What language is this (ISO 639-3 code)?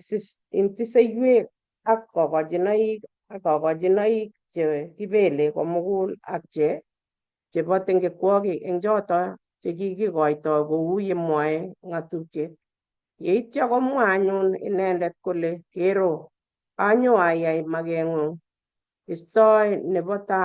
kln